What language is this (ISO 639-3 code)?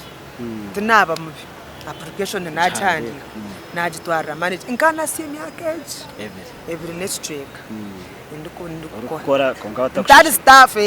nyn